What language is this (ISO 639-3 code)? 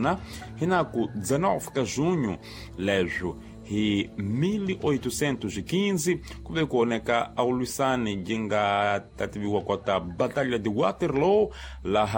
tso